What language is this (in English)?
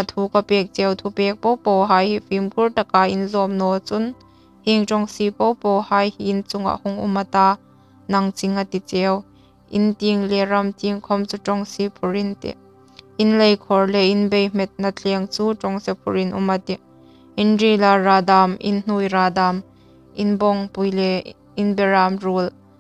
Hmar